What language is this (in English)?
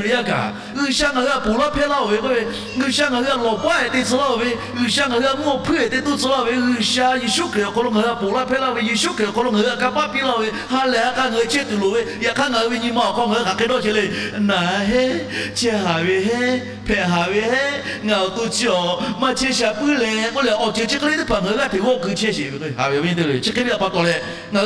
Lahu